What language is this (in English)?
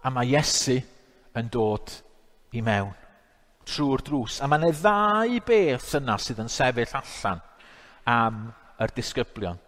Welsh